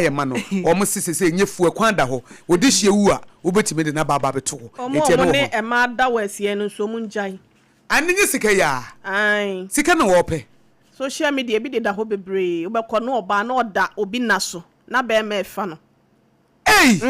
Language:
Akan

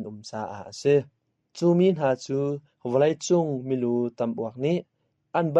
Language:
Hakha Chin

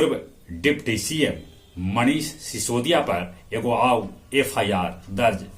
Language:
Magahi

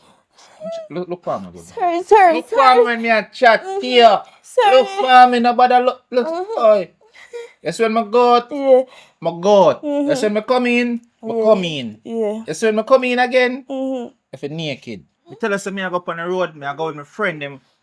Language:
Jamaican Creole English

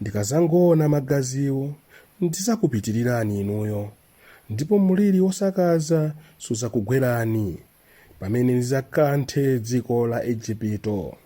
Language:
Nyanja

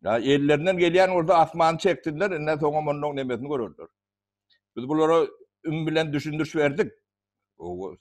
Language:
Turkmen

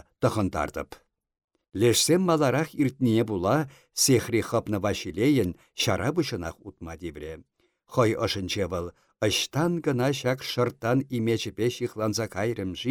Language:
Chuvash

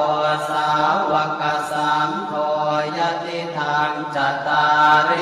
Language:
Pali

